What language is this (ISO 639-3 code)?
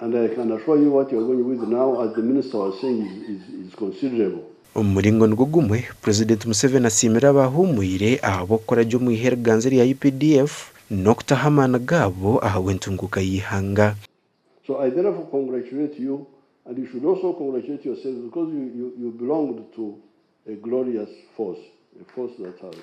nyn